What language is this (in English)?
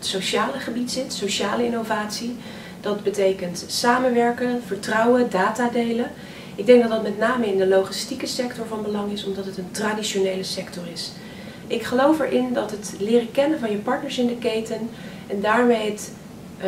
Dutch